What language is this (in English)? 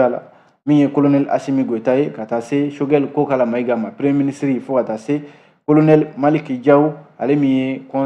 Bambara